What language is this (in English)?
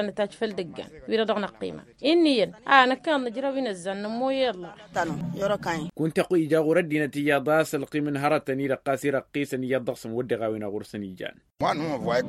Tamasheq